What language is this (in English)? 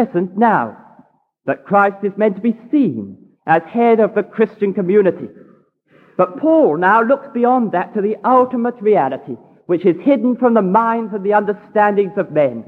English